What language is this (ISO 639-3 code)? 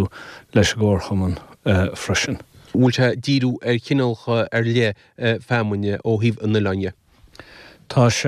gle